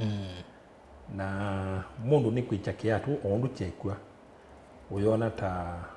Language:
Kamba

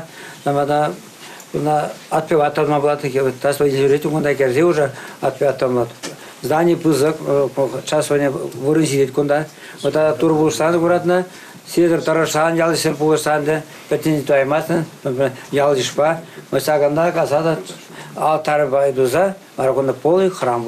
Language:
Chuvash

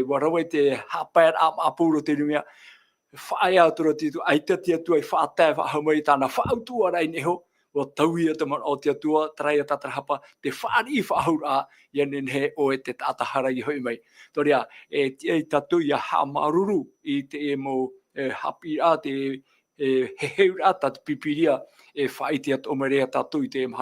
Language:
Tahitian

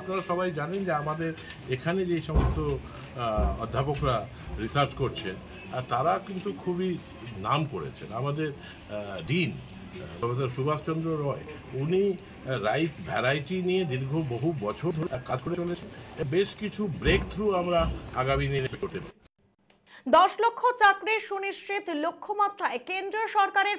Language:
Bangla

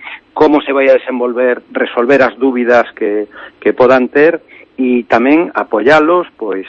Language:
Galician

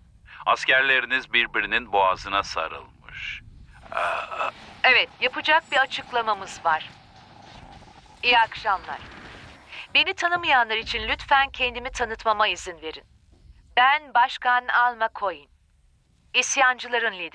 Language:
Turkish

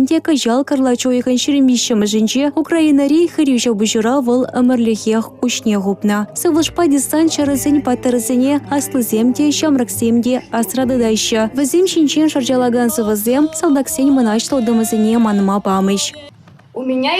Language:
Chuvash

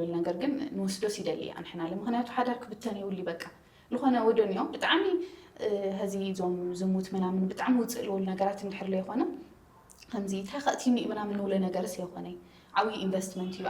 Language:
Tigrinya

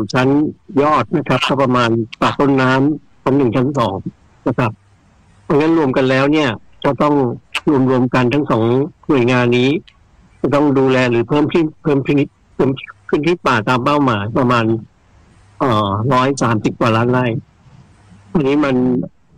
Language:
Thai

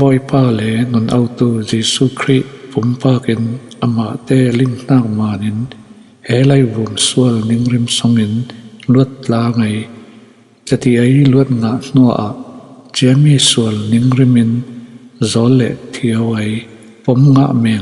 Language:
Falam Chin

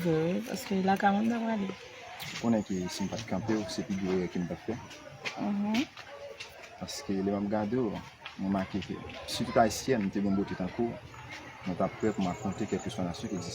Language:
Haitian Creole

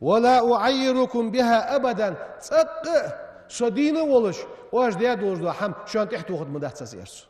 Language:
Ingush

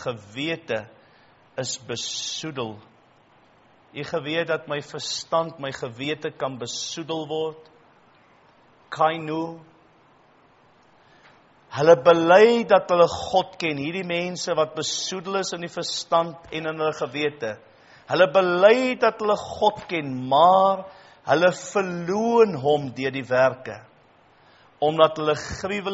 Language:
Afrikaans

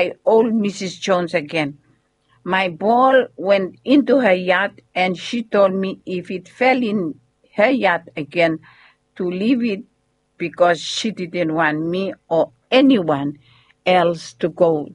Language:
Bislama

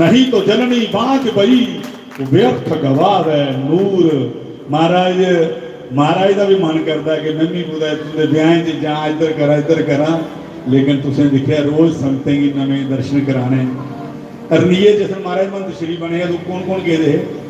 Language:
Dogri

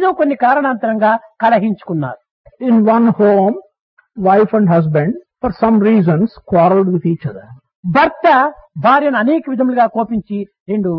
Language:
Telugu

